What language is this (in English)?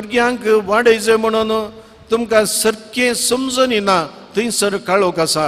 Konkani